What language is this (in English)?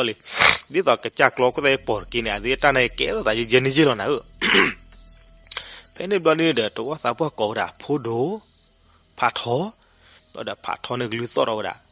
S'gaw Karen